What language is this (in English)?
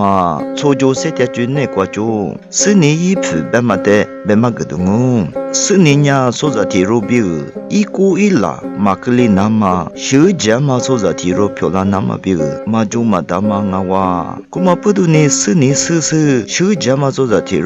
Lisu